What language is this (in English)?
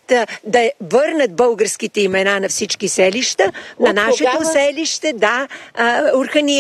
Bulgarian